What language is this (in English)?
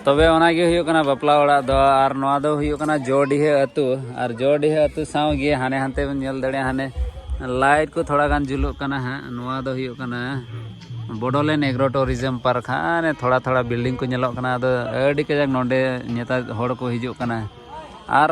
Santali